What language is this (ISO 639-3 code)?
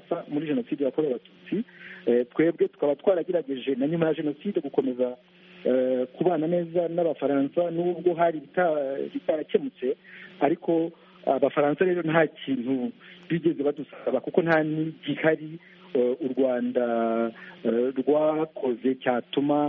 kin